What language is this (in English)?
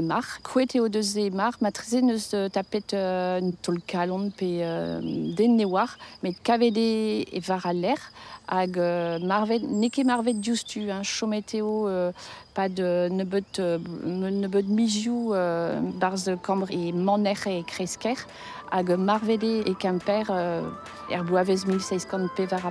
Breton